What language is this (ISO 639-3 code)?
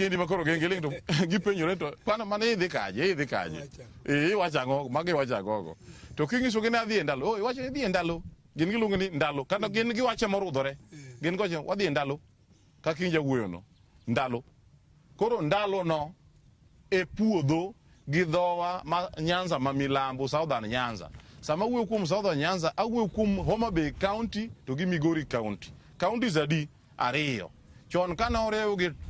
luo